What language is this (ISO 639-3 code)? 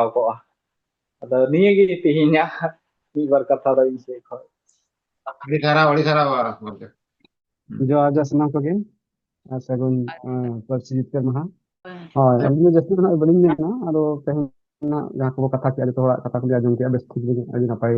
sat